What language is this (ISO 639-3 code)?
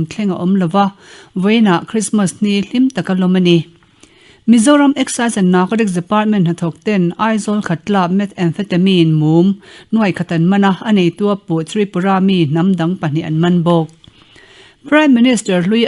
lus